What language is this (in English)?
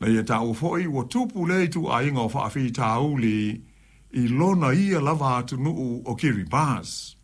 Samoan